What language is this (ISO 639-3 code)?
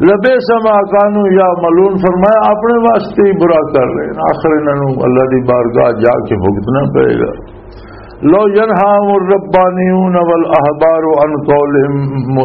lah